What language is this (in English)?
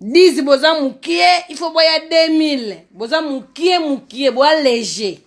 Lingala